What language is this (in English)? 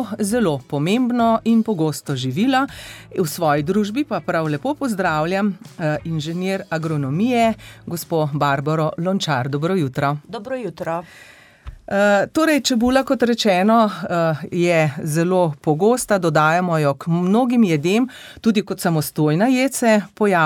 Slovenian